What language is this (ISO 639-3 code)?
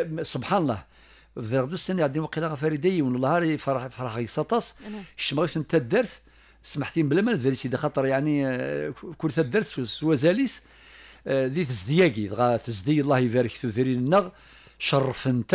kab